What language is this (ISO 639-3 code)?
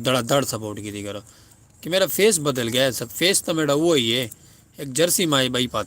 skr